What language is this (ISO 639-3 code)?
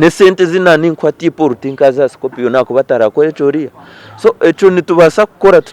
nyn